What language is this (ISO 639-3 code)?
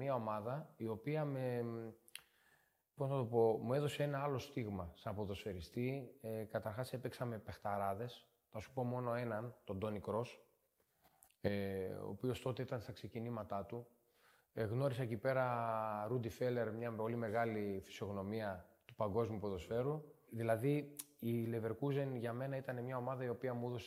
ell